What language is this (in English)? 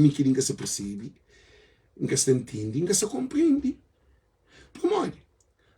Kabuverdianu